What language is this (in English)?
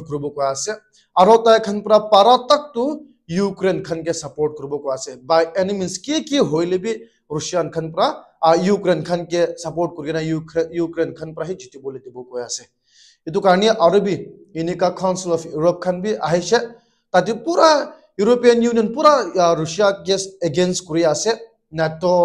Naga Pidgin